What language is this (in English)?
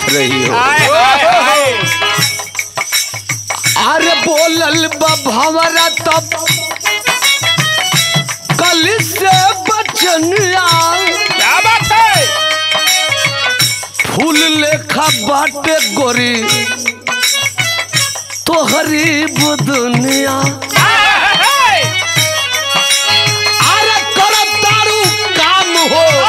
Bhojpuri